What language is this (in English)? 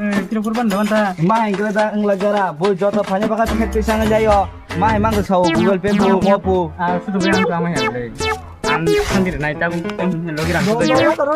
Kok Borok